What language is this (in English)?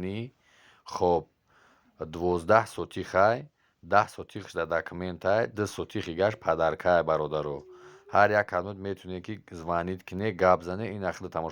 Tajik